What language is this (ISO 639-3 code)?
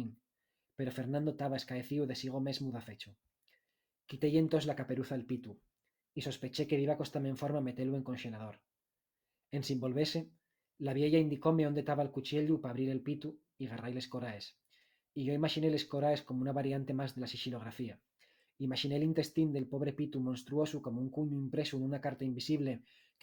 ast